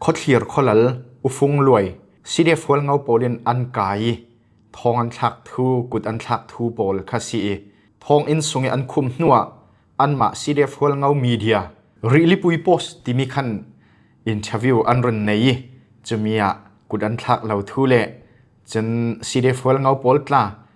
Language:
Falam Chin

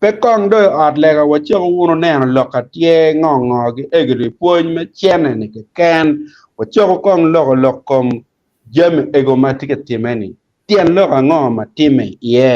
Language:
Acoli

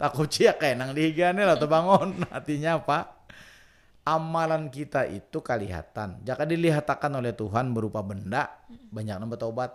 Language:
Banjar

